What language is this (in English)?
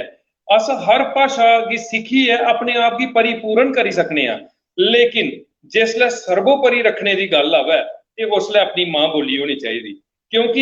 Dogri